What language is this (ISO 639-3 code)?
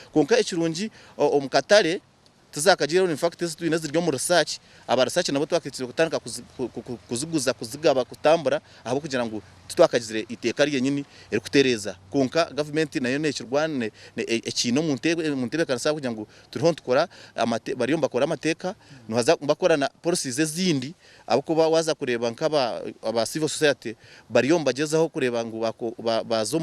nyn